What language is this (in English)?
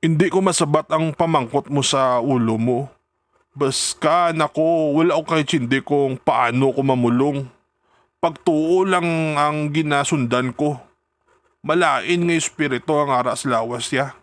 Hiligaynon